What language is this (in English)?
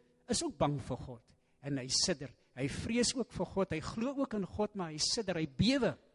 Afrikaans